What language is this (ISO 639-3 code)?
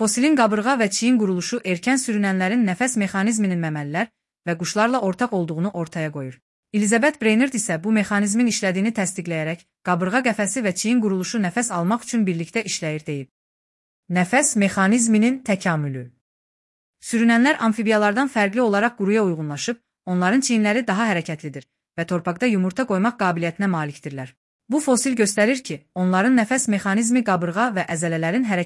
aze